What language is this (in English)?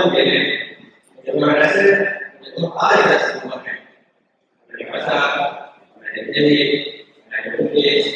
Malay